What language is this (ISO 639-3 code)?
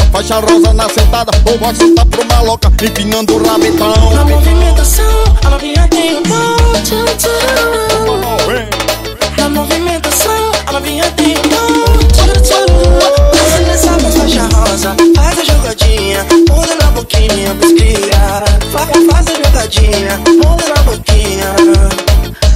por